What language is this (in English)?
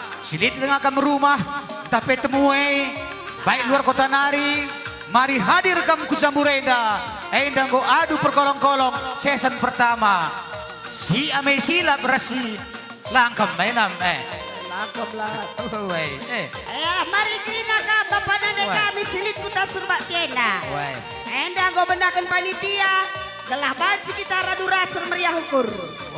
Batak Karo